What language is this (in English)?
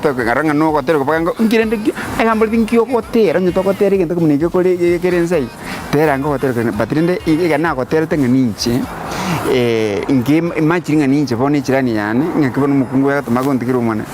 Gusii